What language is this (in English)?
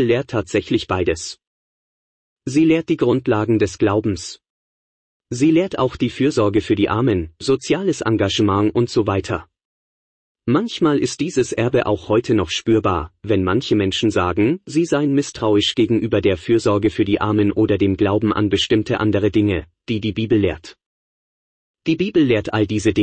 German